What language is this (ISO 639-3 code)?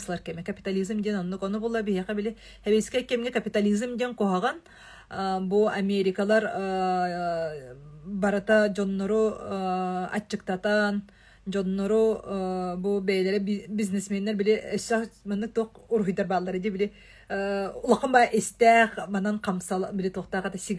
sah